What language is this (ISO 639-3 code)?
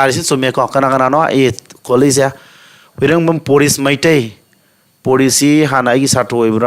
mni